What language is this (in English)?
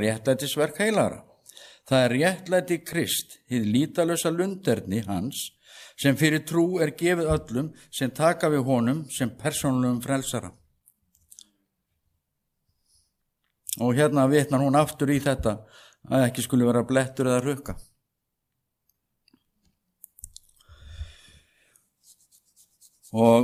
Icelandic